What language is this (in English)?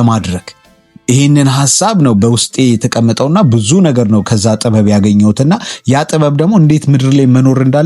Amharic